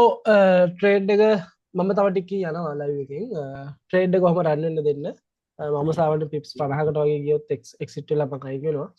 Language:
Sinhala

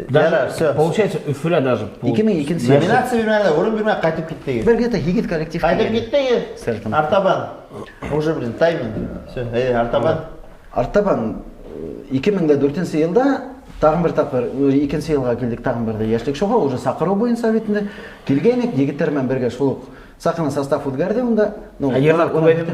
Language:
Bashkir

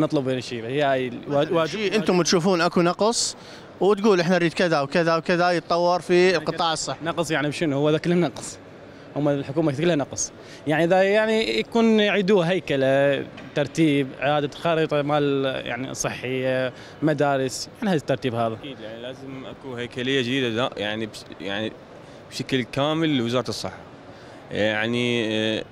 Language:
Mesopotamian Arabic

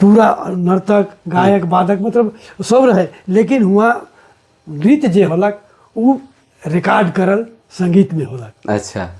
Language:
Sadri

